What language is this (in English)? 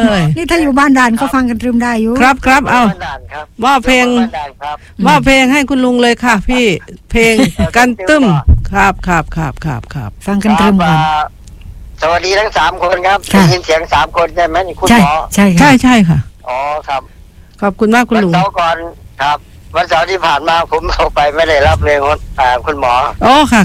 Thai